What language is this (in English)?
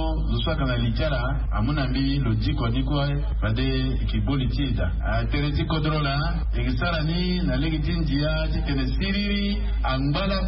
Sango